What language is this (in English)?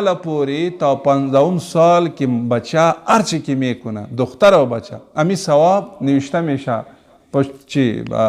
Pashto